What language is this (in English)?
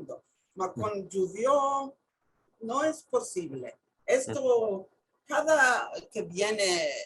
Ladino